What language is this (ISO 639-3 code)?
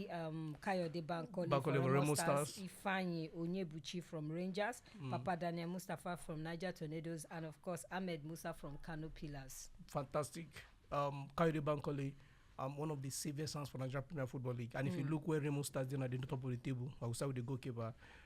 pcm